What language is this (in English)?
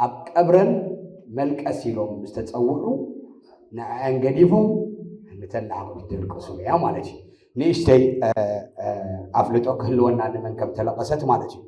Tigrinya